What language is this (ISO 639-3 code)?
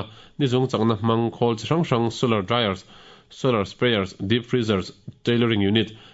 lus